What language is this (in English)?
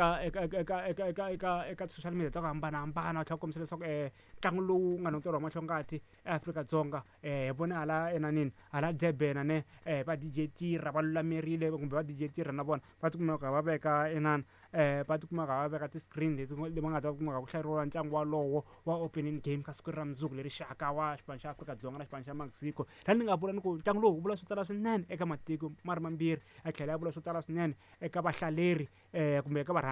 Tsonga